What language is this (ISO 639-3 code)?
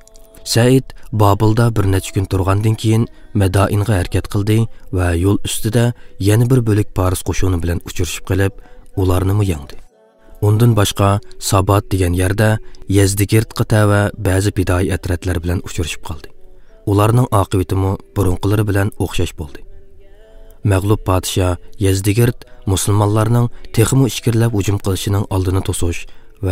uig